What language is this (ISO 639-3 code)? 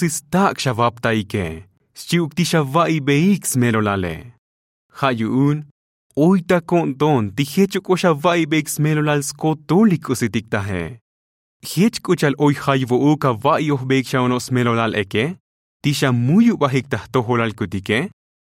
tzo